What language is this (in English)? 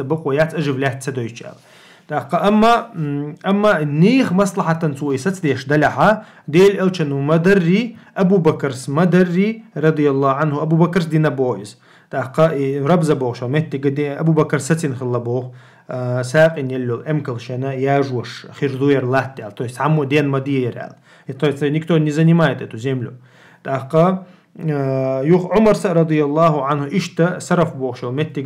Chechen